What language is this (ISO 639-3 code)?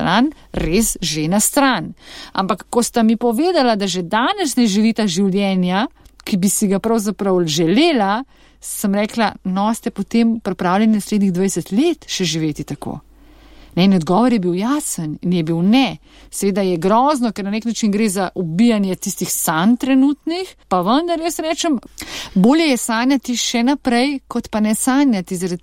slv